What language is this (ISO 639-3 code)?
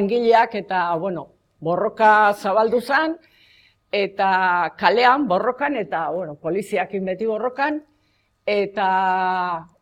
eus